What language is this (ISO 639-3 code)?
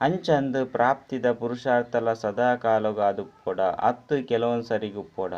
tcy